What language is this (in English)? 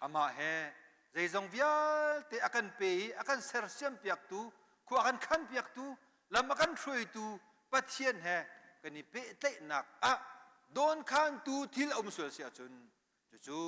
Hakha Chin